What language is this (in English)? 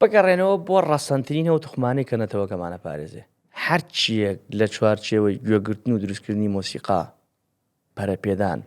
Central Kurdish